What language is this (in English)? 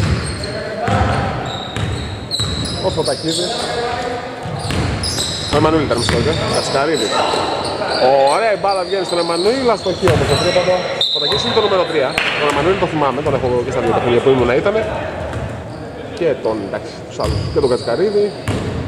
Greek